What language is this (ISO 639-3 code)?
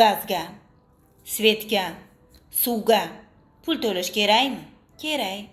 uzb